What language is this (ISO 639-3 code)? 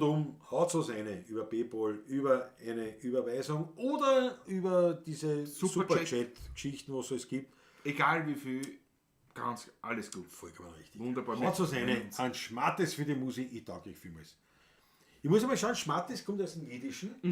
bar